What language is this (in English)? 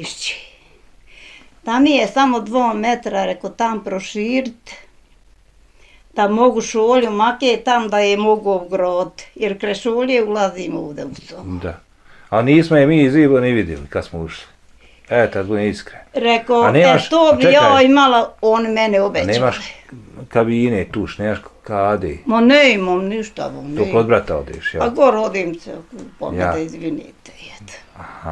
Bosnian